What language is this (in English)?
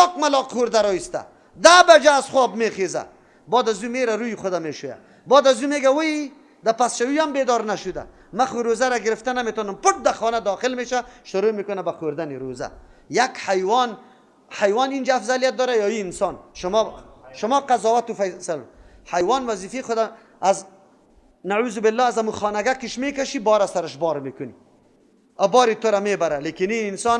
Persian